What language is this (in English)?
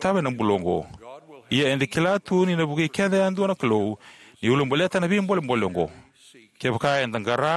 Fijian